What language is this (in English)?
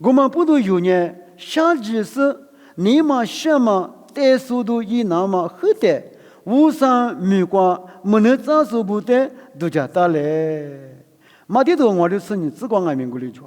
Lisu